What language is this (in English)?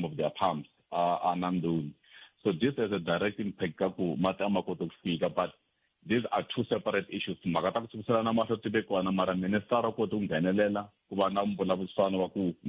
Tsonga